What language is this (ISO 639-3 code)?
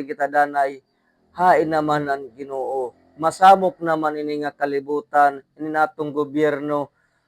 war